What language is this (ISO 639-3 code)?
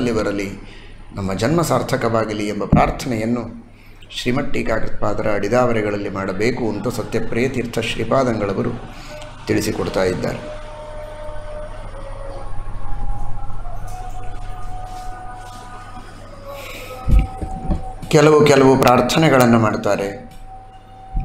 kan